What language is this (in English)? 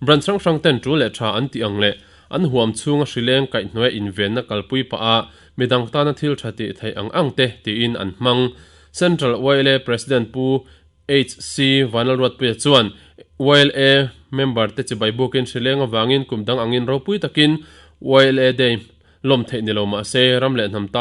Mizo